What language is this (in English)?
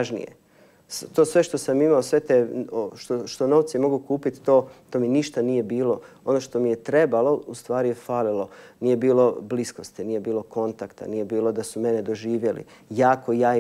Croatian